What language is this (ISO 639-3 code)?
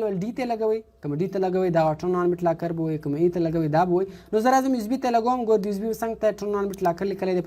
pus